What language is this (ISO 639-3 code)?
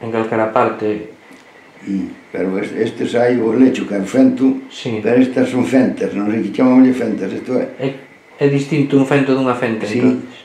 glg